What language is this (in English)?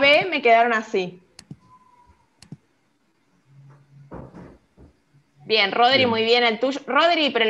Spanish